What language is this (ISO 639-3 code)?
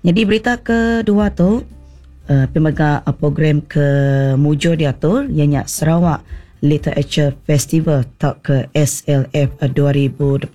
iba